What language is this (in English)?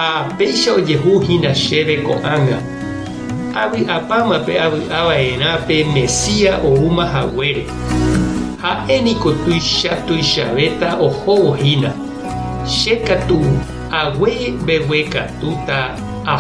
Guarani